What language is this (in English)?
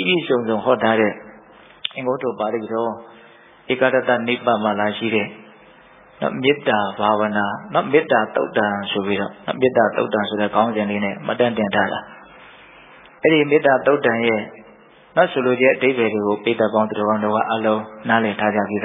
Burmese